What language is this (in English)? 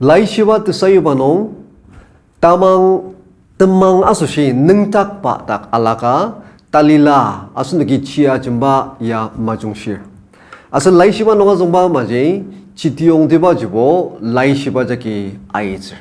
Ao Naga